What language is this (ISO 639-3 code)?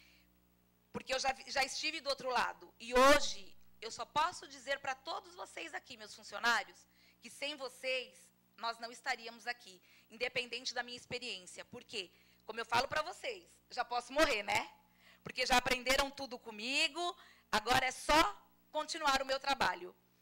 por